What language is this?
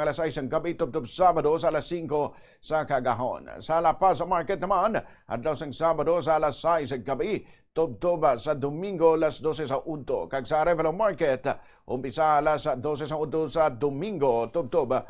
Hiligaynon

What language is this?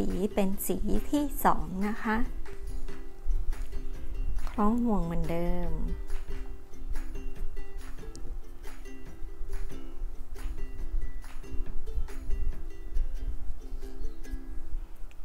Thai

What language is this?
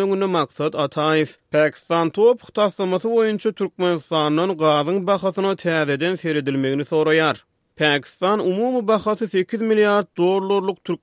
Turkmen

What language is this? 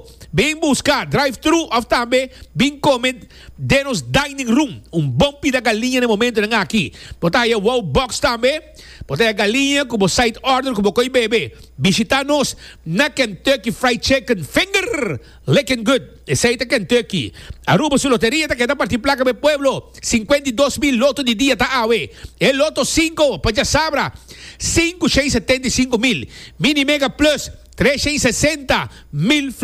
Papiamento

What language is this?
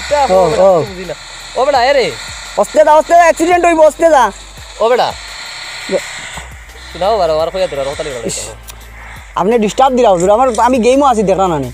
Sylheti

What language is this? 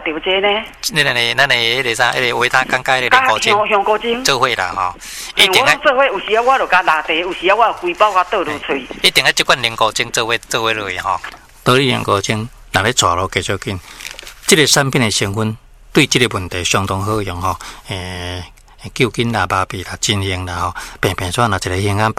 Min Nan Chinese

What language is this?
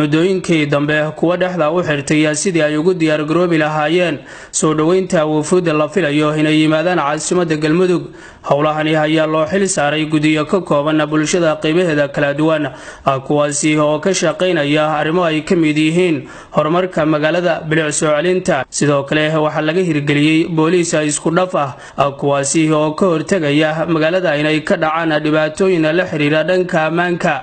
Somali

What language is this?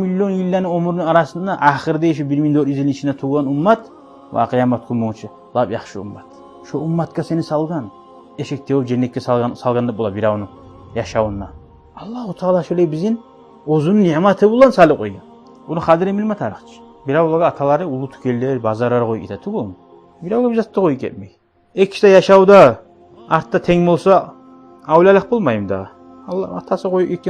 Kumyk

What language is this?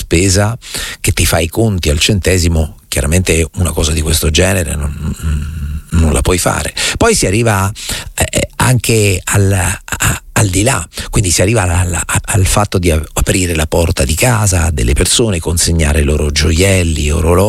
Italian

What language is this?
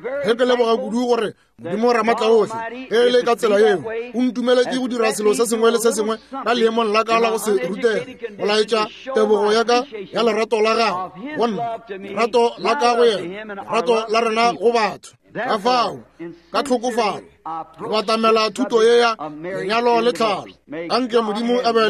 Northern Sotho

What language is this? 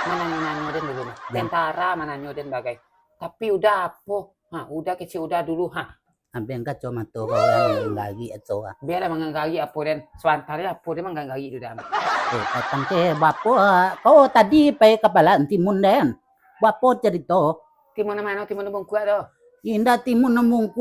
Minangkabau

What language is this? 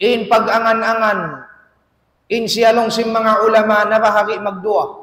Tausug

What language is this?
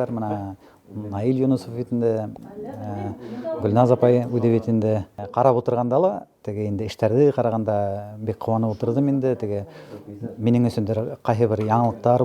Bashkir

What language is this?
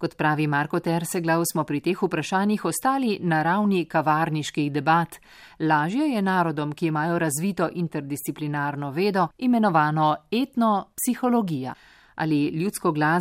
Slovenian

